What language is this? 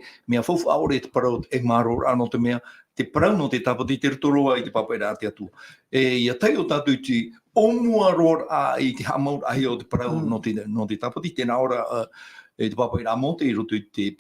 Tahitian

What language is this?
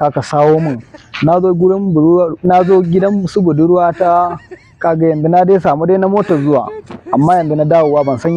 Hausa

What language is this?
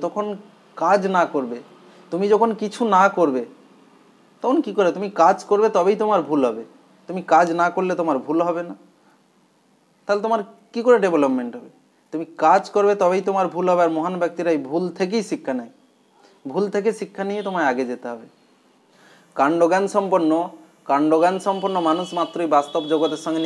Bangla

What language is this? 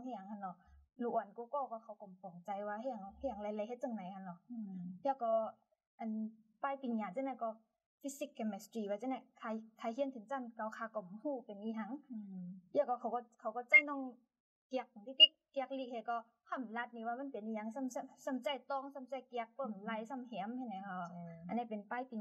Shan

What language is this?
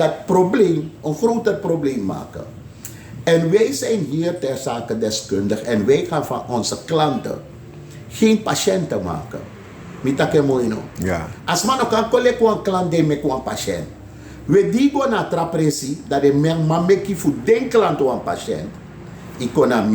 Sranan Tongo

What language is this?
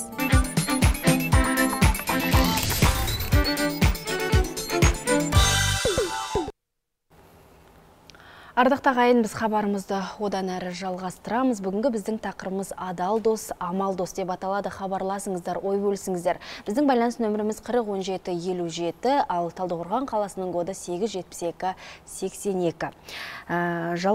Kazakh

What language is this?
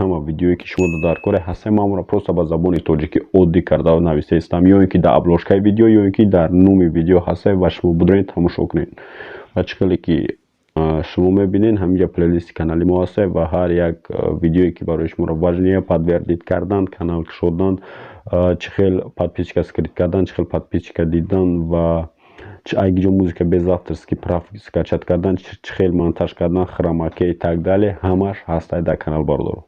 Tajik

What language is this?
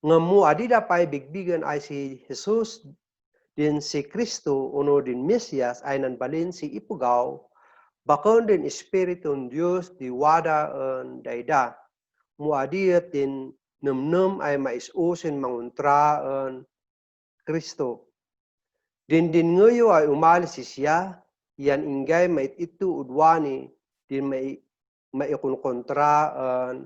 Kankanaey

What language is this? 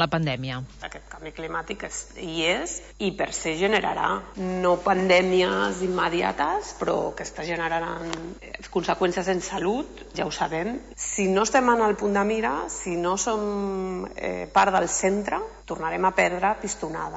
Catalan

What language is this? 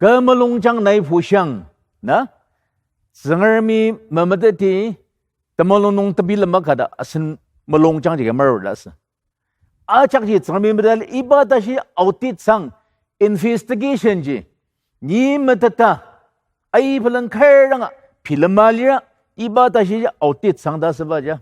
Ao Naga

